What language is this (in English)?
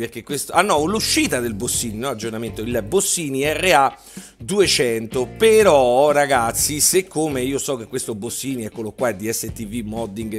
Italian